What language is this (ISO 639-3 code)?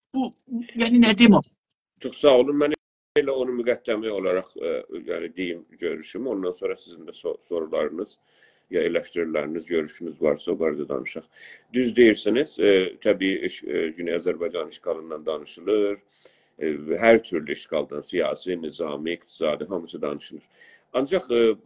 azb